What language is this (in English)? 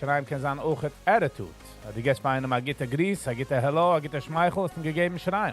Yiddish